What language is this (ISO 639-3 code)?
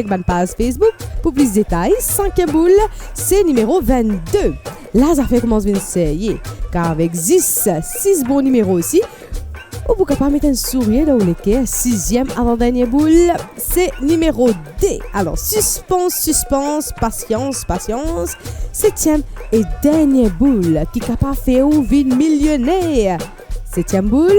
mfe